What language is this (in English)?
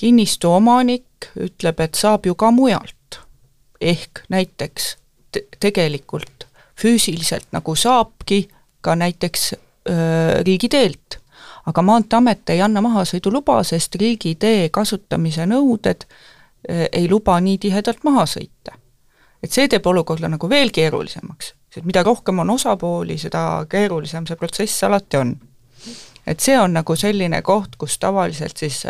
Estonian